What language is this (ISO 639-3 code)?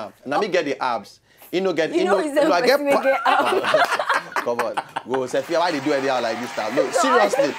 pcm